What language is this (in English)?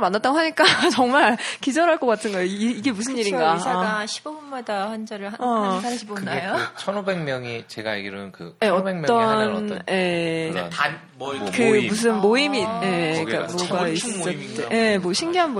Korean